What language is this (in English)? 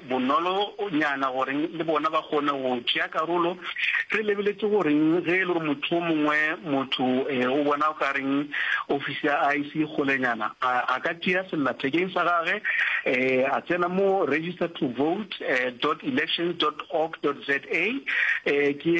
Northern Sotho